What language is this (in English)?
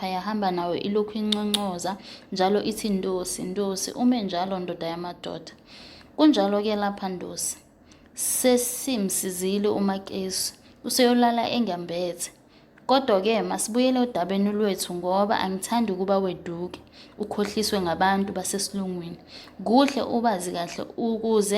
Zulu